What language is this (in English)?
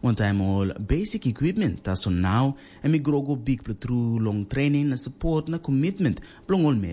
Tok Pisin